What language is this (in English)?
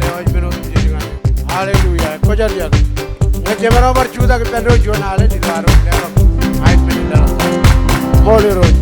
Marshallese